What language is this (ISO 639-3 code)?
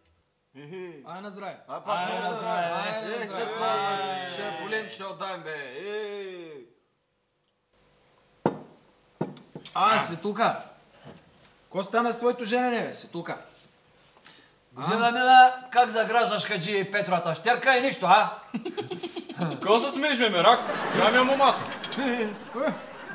bul